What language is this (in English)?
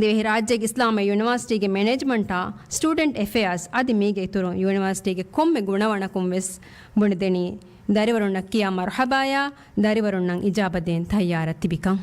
Divehi